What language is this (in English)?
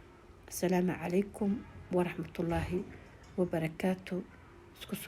Somali